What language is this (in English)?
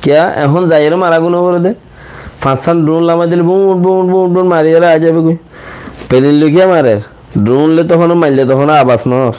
Rohingya